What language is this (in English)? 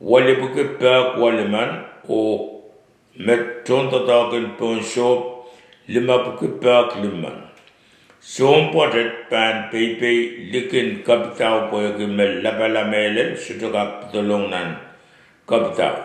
Pohnpeian